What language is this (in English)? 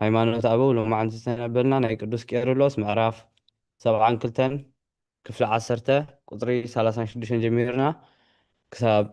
Tigrinya